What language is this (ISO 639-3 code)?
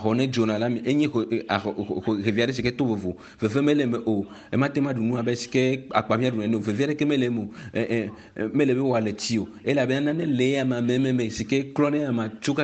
ewe